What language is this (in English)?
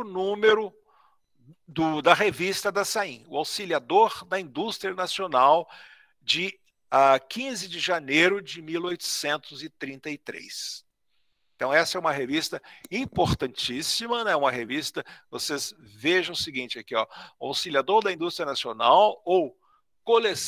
Portuguese